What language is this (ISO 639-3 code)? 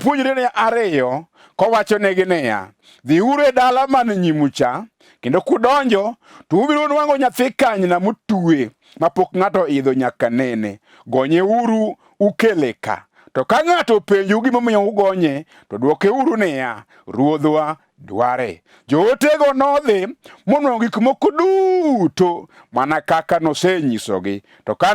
luo